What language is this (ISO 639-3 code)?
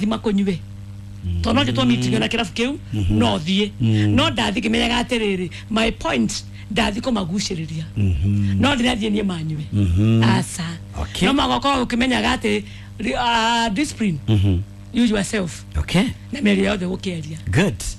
kik